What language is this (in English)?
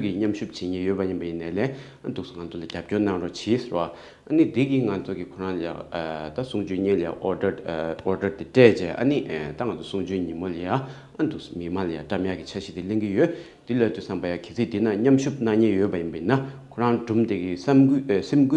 Tibetan